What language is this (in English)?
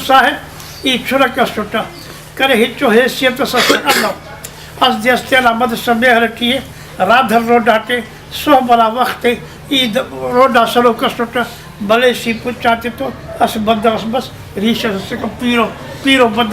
Brahui